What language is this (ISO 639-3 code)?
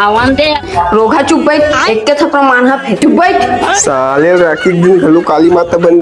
hne